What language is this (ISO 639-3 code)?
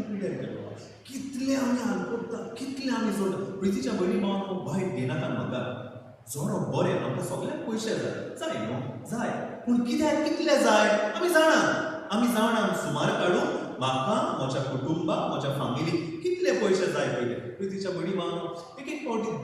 kok